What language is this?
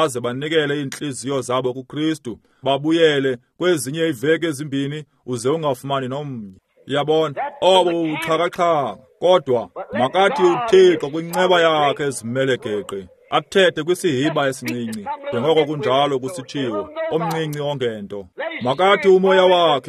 Xhosa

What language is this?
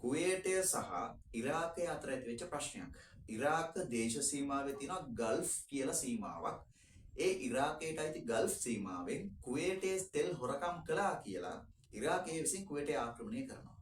Sinhala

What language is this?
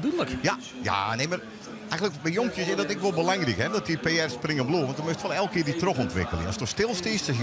Western Frisian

